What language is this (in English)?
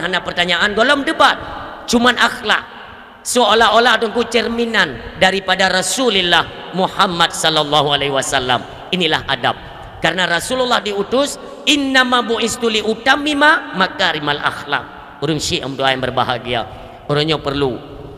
Achinese